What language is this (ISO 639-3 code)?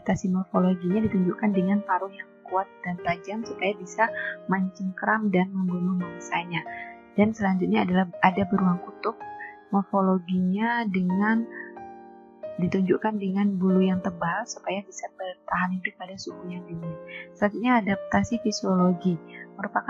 ind